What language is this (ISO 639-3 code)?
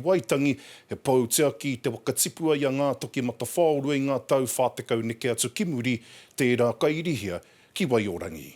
mri